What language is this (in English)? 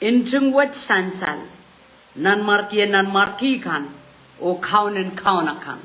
Pohnpeian